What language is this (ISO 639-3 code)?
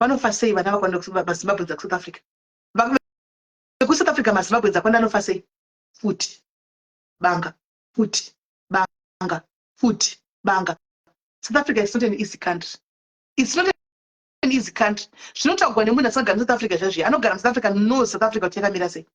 sna